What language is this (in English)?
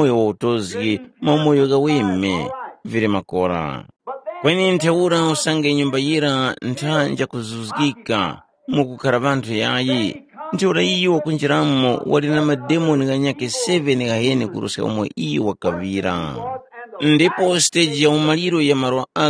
Tumbuka